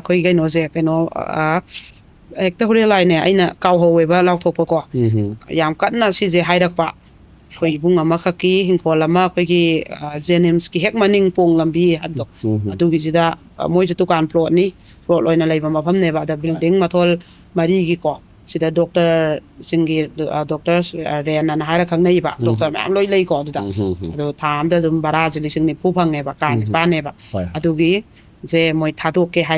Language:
Manipuri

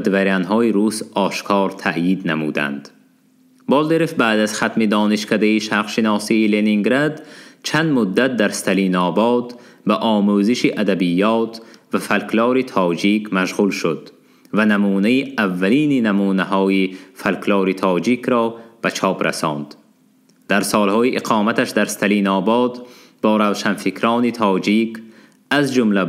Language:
Tajik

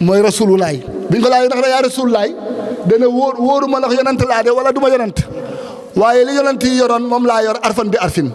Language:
Wolof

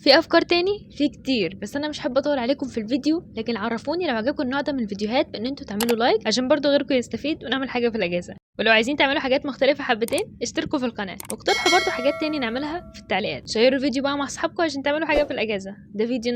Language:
Egyptian Arabic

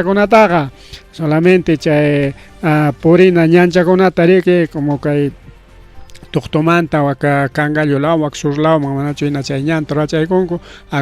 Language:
Ayacucho Quechua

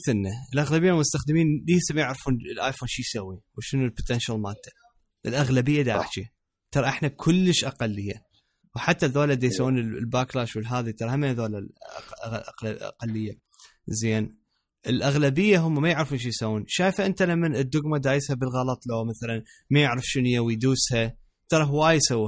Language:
Mesopotamian Arabic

